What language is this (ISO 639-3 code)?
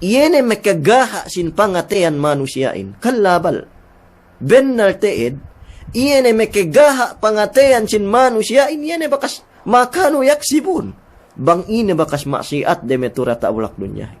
yka